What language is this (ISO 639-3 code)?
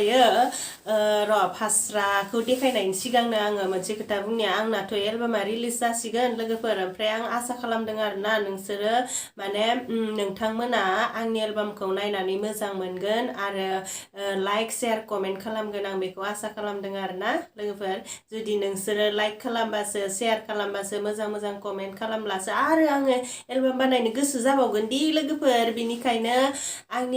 brx